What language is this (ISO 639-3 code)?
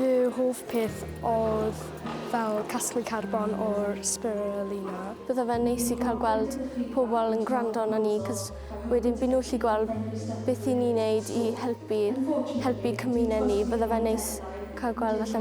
cym